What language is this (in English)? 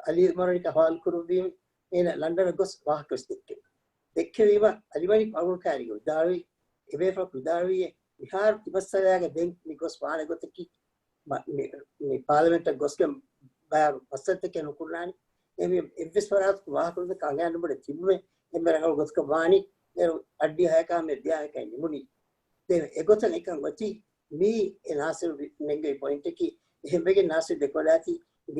Divehi